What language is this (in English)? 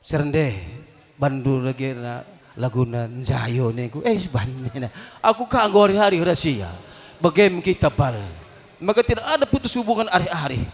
Batak Karo